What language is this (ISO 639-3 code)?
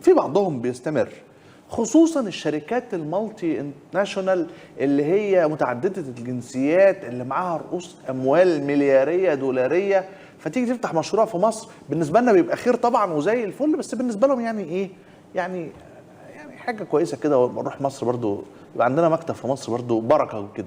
arz